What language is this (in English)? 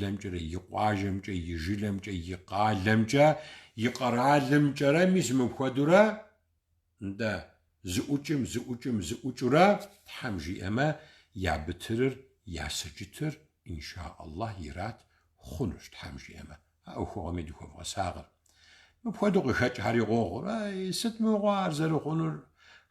Kabardian